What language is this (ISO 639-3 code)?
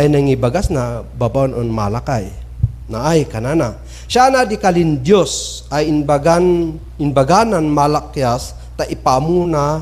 kne